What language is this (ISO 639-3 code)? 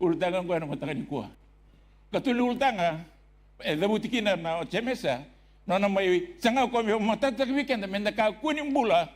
fij